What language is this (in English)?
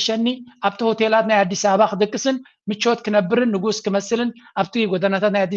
Tigrinya